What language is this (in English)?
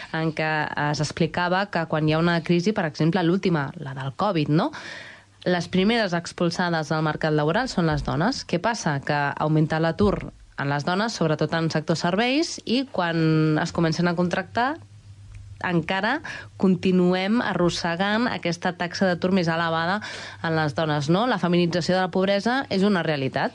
Catalan